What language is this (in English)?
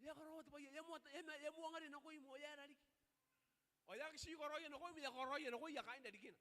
Gilbertese